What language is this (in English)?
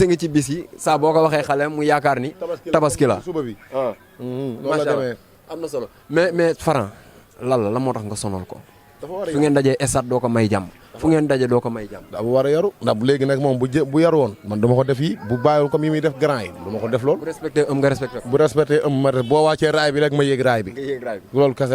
Wolof